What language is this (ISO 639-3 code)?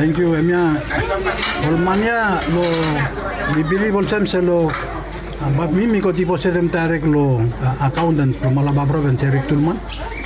bis